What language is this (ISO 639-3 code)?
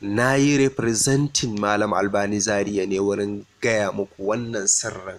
hau